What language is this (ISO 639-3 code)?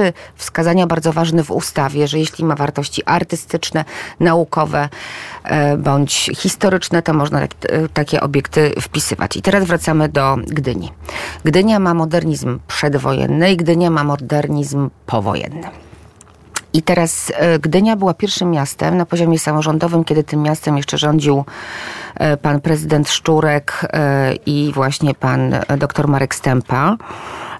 pol